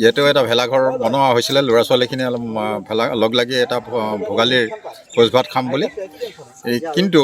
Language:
Assamese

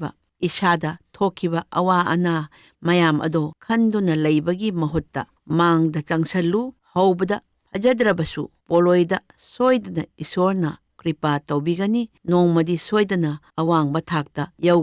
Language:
Manipuri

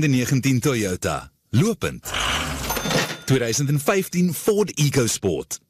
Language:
Afrikaans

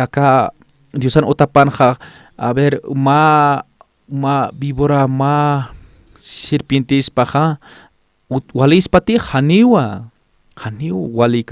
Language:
Aymara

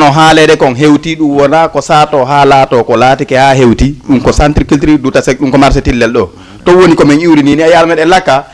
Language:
Fula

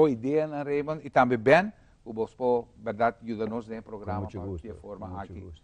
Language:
Papiamento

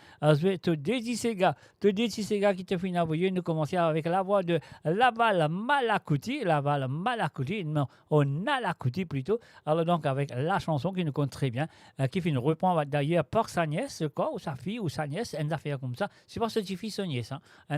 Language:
Morisyen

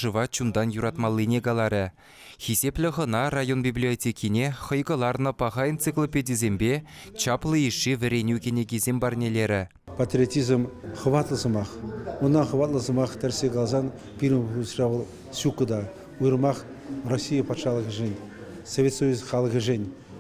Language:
Chuvash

